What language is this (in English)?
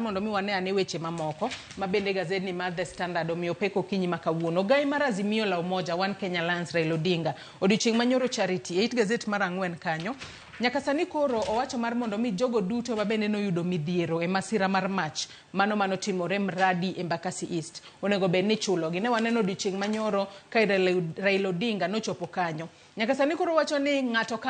Luo (Kenya and Tanzania)